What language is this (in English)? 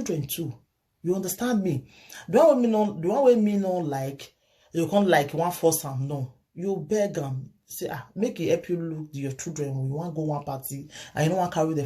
Nigerian Pidgin